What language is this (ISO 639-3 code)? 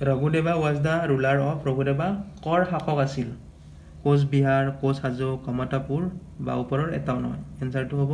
asm